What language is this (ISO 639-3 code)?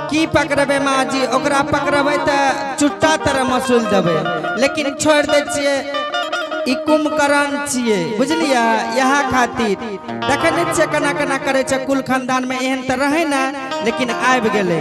anp